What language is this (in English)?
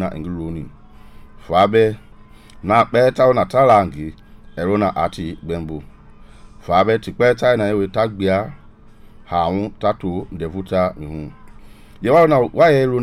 Mende